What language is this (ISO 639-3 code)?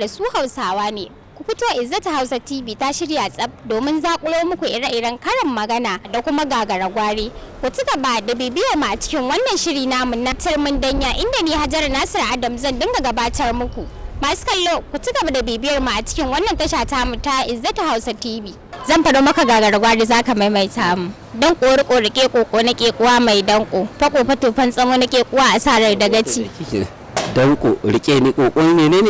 hau